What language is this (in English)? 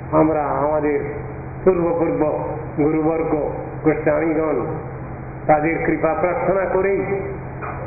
Bangla